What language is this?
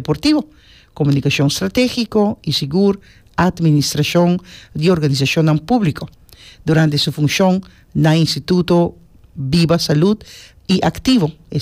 Papiamento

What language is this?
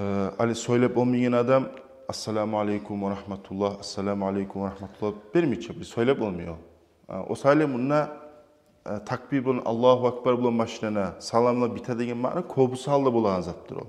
Kumyk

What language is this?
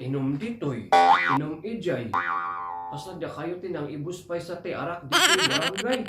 Iloko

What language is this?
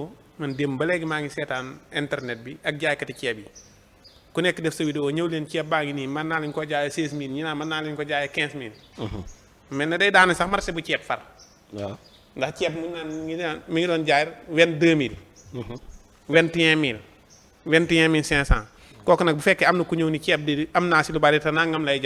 Wolof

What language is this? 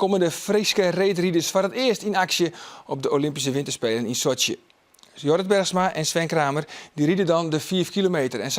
Western Frisian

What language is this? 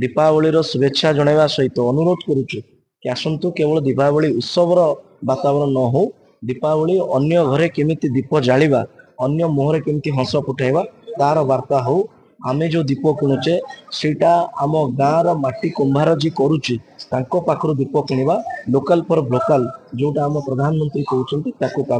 Odia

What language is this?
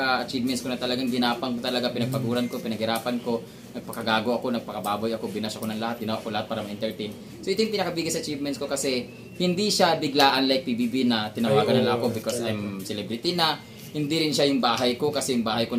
Filipino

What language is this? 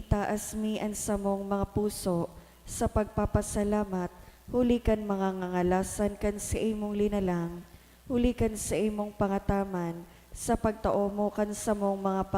Bikol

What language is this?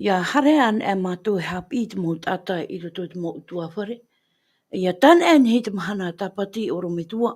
Tahitian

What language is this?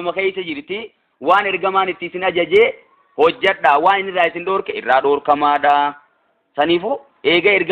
Oromo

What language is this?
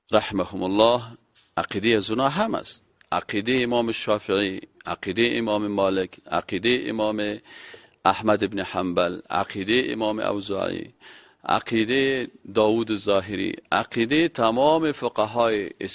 Persian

